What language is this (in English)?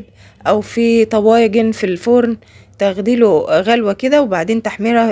Egyptian Arabic